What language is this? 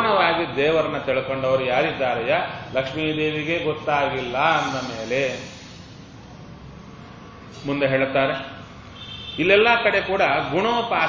Kannada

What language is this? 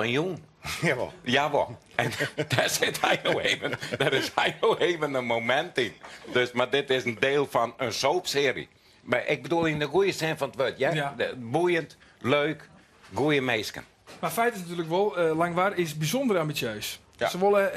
Western Frisian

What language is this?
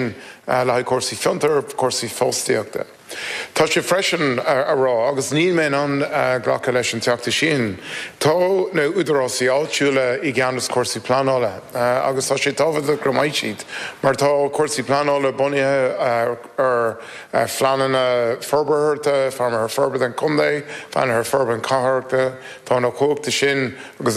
Irish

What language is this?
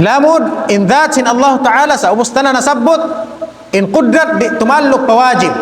Tausug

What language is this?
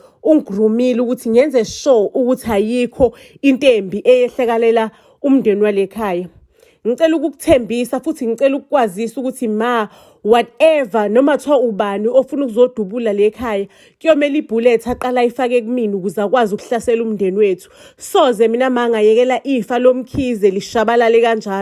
Zulu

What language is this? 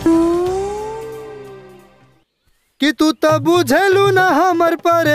Bhojpuri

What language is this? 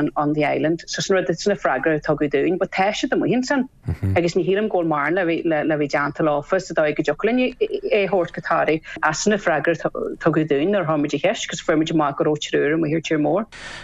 Irish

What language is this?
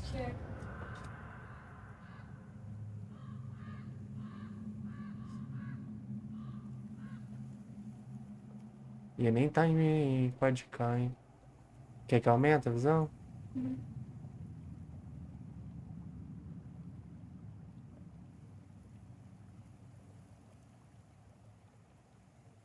Portuguese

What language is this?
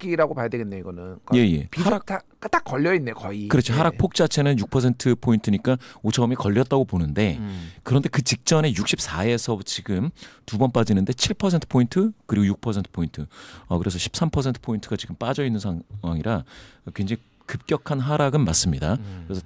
Korean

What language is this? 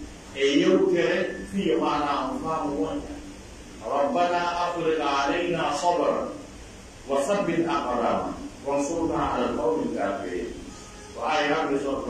Pular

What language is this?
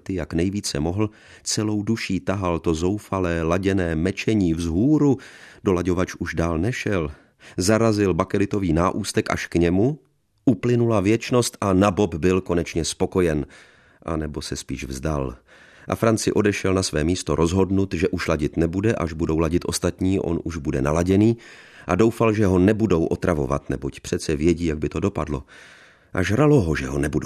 Czech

